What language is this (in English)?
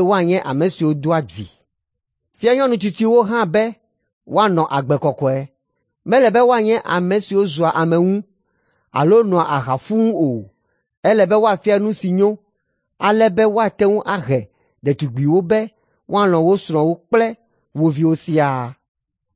Ewe